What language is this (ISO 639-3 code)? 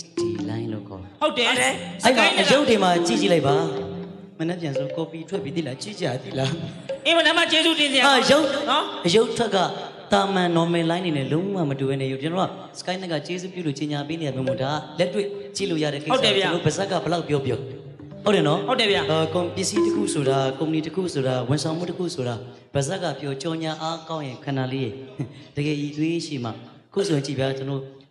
mya